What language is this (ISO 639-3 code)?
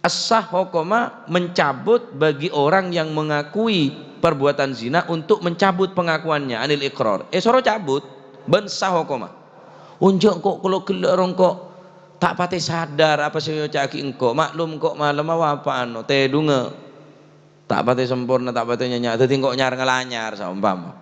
mad